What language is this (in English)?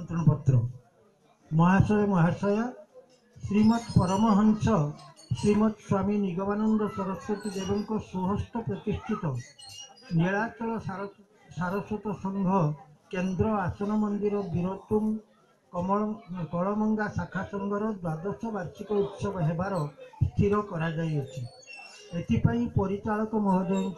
Odia